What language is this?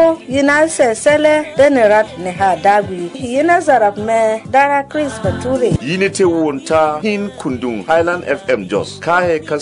Berom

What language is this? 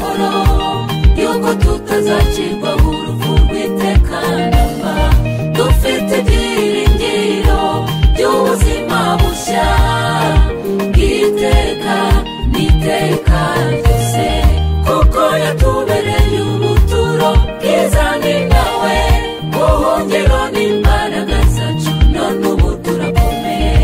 Kinyarwanda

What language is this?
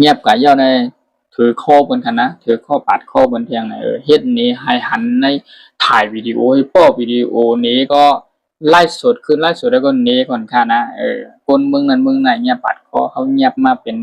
Shan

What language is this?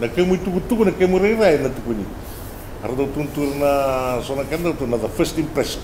Fijian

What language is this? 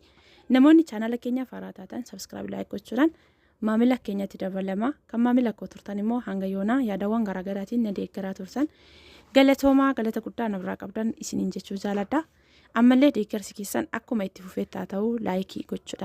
Oromo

